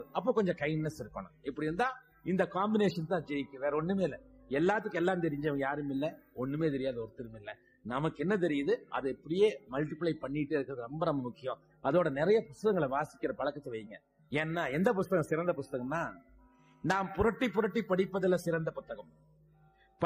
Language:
Tamil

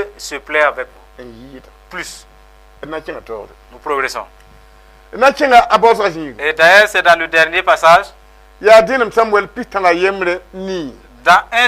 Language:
Mossi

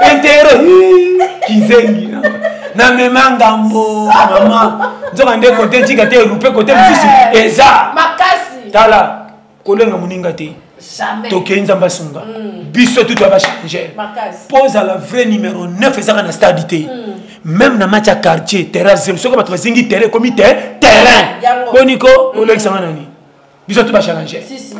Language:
Lingala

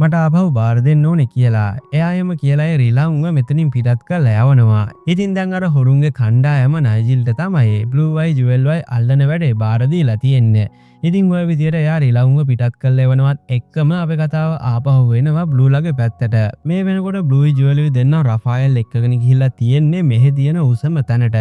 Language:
Sinhala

